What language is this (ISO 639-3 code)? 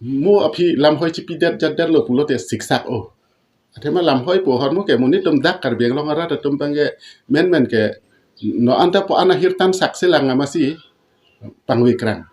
mjw